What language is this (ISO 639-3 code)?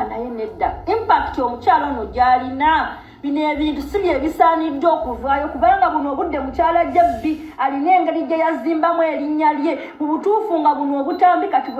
lug